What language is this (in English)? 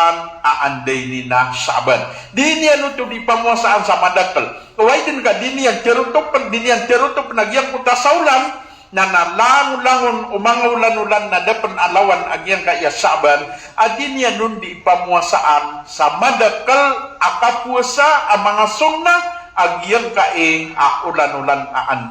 Maranao